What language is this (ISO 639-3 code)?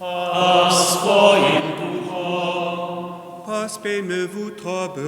hsb